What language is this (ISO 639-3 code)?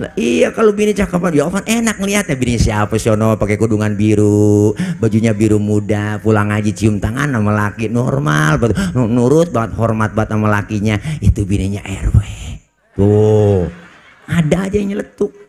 bew